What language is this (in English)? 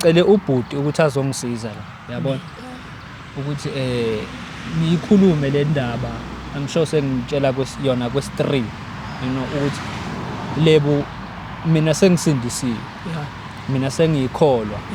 Zulu